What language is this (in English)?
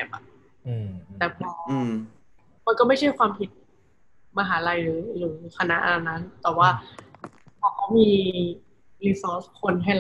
Thai